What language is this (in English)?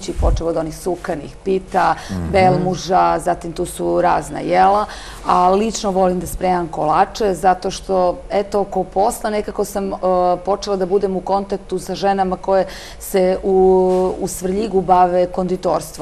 Serbian